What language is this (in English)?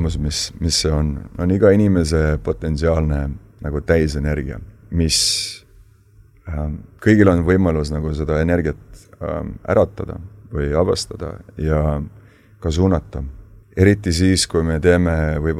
Estonian